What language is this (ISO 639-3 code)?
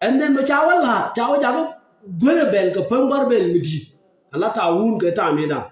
nus